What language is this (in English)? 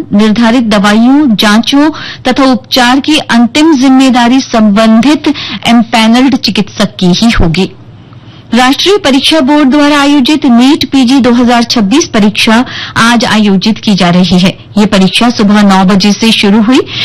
Hindi